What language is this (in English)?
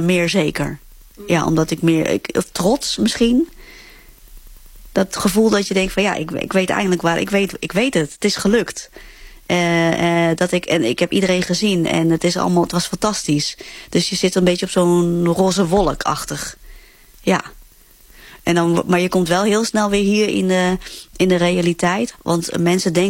Dutch